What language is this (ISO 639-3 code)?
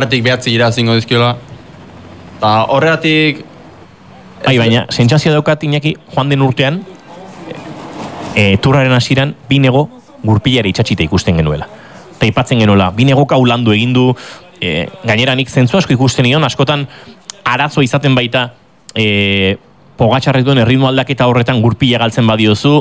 eus